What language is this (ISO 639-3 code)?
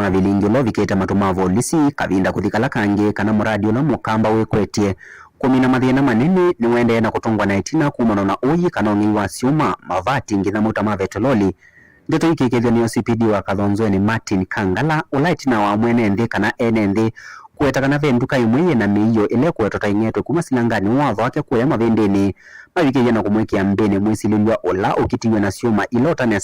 kam